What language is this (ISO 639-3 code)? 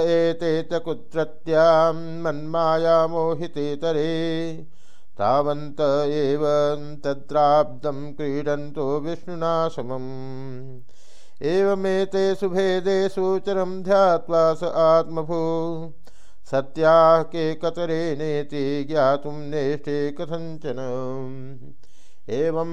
san